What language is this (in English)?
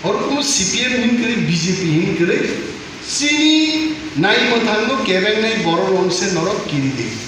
Kok Borok